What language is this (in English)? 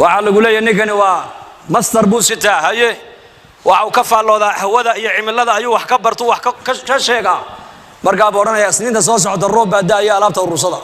Somali